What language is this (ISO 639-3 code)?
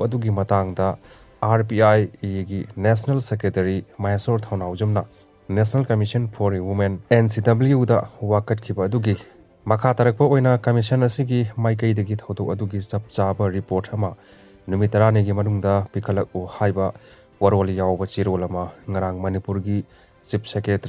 mni